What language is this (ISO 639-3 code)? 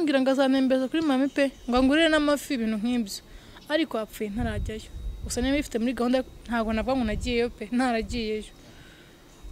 kin